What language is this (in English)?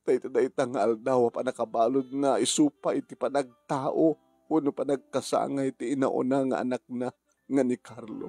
Iloko